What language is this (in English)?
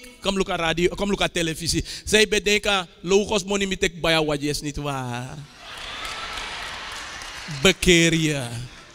Dutch